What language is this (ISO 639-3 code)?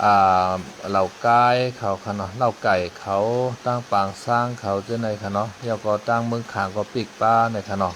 shn